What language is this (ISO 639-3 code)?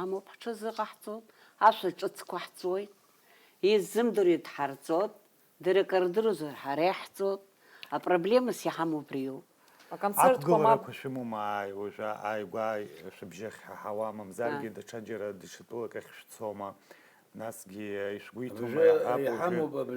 abk